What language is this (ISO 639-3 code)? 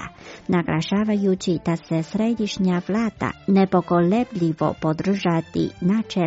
hrv